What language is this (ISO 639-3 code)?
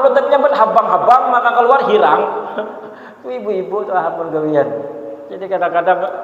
bjn